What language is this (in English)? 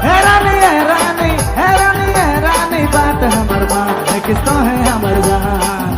Sadri